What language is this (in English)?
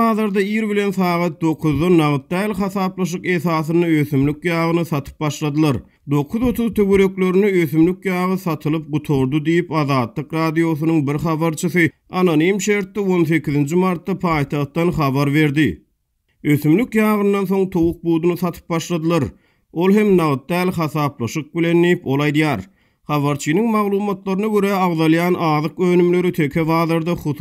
Turkmen